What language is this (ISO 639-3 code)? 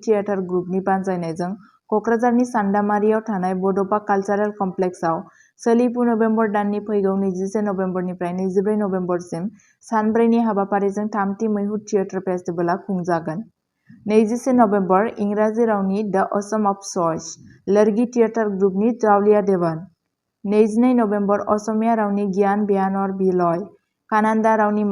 brx